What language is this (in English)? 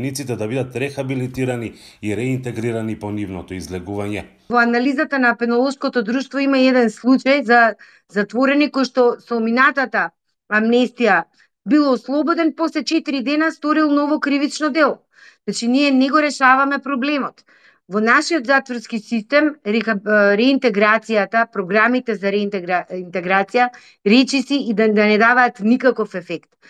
Macedonian